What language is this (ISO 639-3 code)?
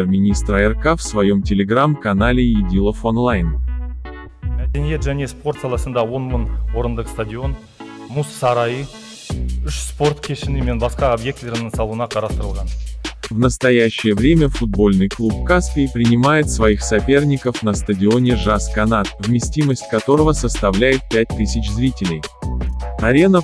rus